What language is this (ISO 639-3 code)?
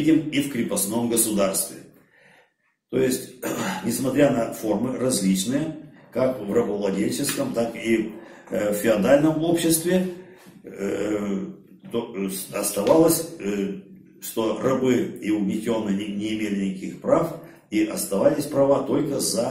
rus